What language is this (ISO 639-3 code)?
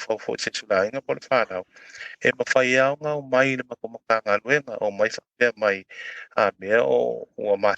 smo